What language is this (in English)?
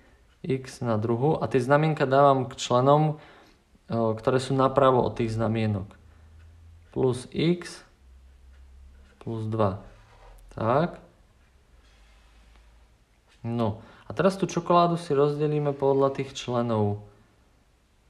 Slovak